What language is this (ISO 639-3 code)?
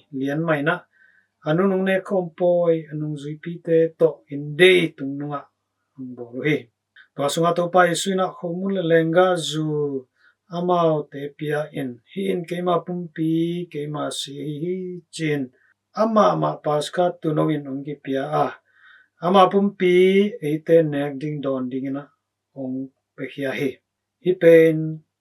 ctd